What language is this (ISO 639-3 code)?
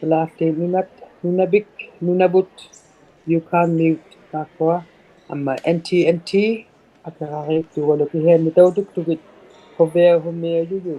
iku